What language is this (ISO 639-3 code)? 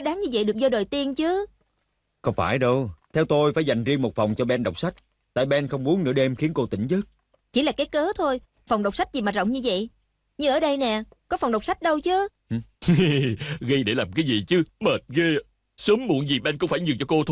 vie